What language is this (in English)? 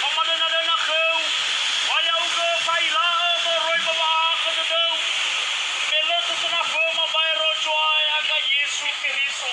Nias